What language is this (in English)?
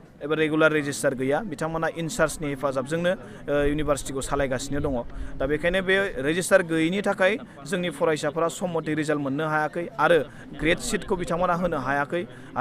Bodo